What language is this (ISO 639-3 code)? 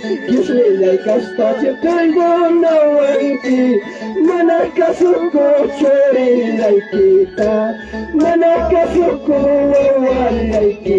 quy